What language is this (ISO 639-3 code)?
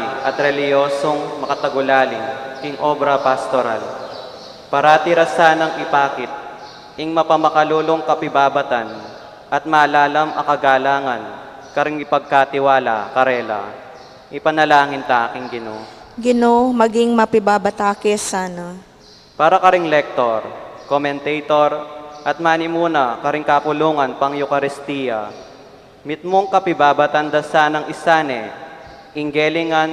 pam